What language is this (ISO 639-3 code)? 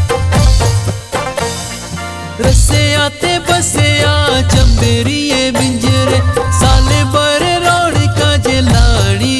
bho